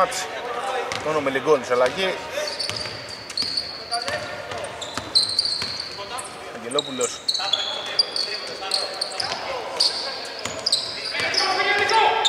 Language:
Greek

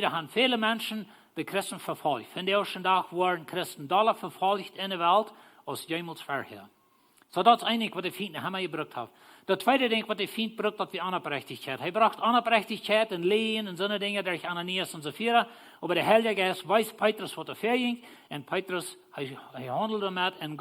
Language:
Plautdietsch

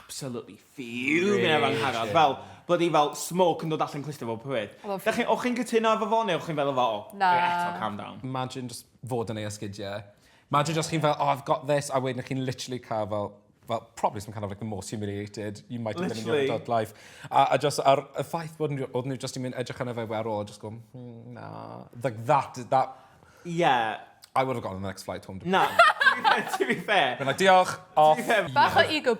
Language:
Welsh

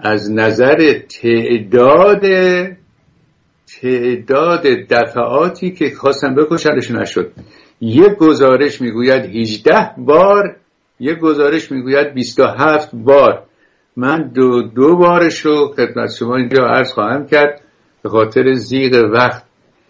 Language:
Persian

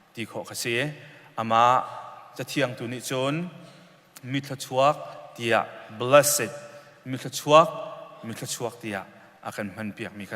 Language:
Hakha Chin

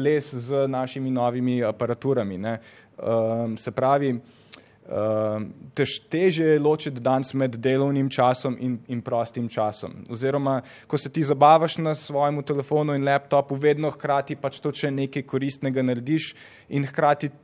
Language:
Slovenian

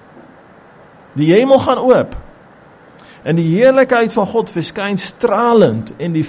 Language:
Afrikaans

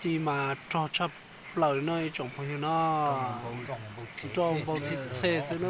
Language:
Hmong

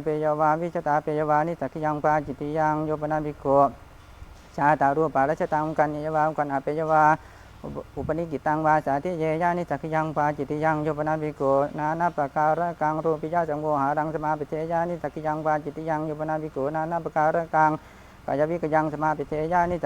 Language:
Pali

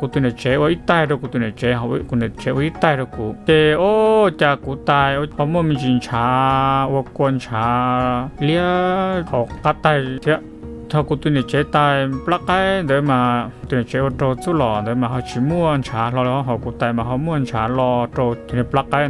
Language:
Hmong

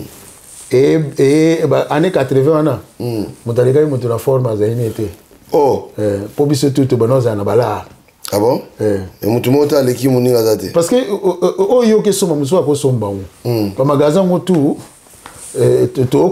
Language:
Lingala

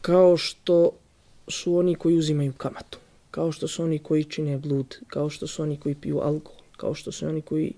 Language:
Bosnian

